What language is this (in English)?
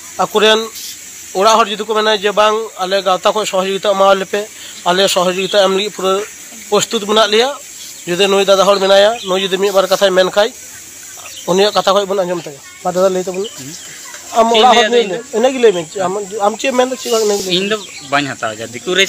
Santali